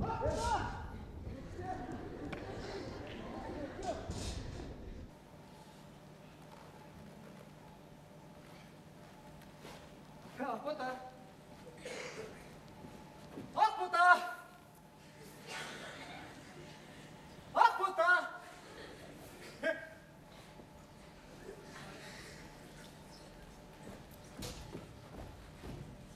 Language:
Kazakh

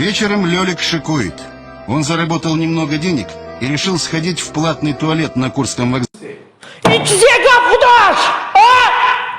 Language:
Tajik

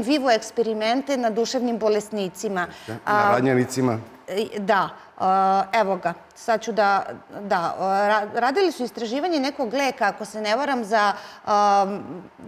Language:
Serbian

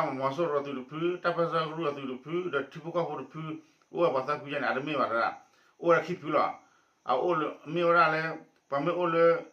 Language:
S'gaw Karen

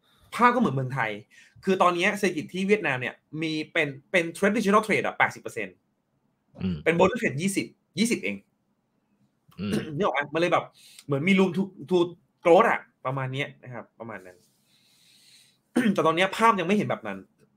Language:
Thai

